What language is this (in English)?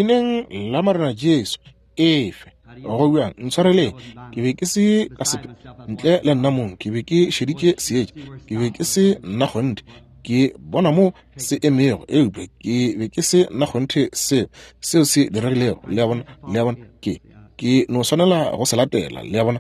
Northern Sotho